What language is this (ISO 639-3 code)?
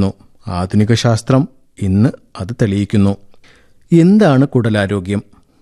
mal